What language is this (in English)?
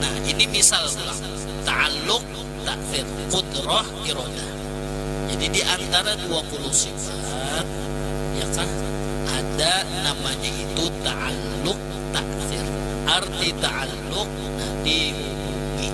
Banjar